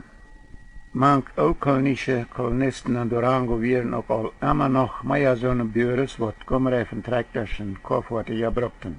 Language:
Plautdietsch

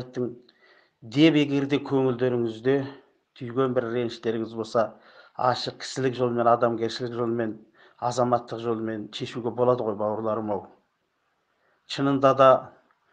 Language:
Kazakh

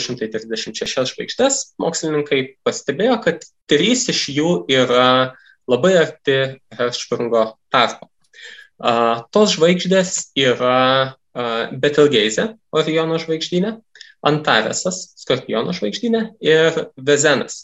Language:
Lithuanian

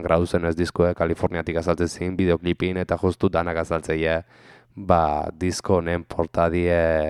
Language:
Basque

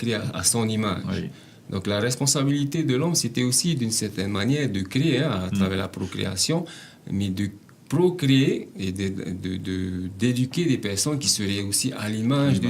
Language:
Tahitian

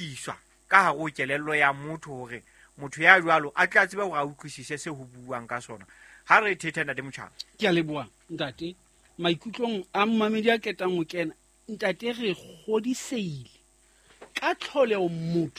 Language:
Southern Sotho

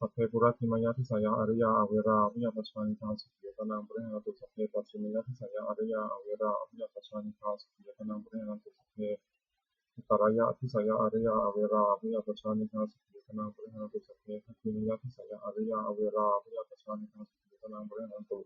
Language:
Pali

